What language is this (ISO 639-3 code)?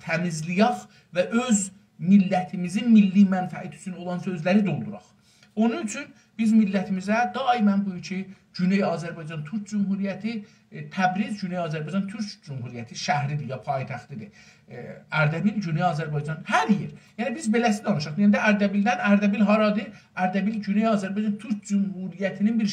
azb